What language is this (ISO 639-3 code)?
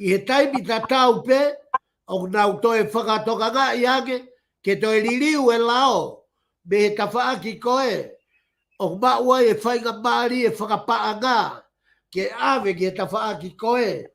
ton